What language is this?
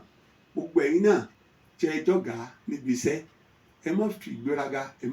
Yoruba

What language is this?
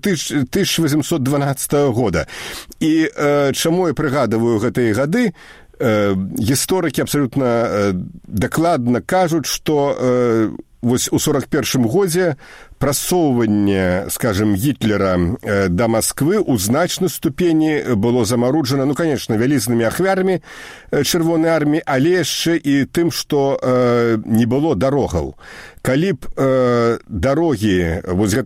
Belarusian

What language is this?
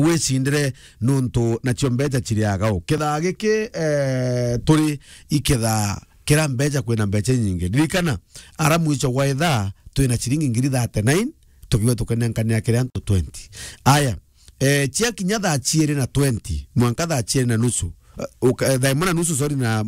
Meru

